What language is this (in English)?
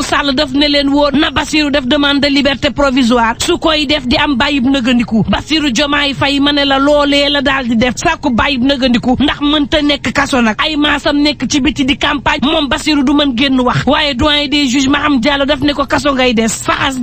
Wolof